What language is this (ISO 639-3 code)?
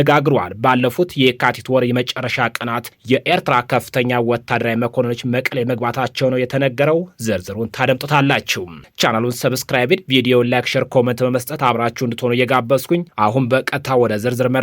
amh